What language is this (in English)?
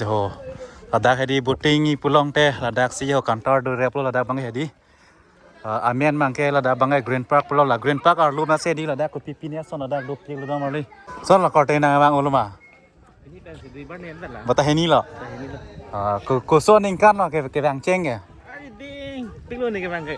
Karbi